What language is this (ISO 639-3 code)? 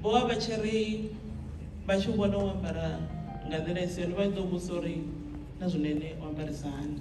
ven